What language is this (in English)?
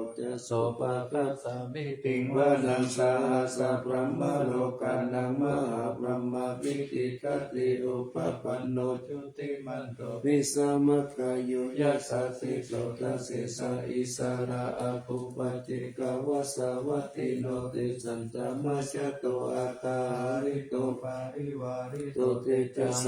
Pali